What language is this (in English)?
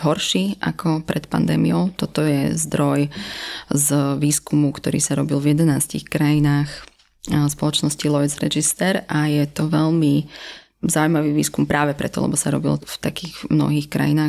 Slovak